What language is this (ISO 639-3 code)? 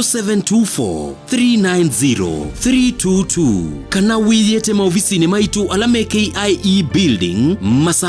kam